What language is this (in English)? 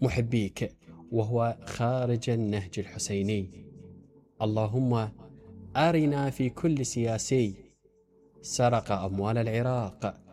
Mesopotamian Arabic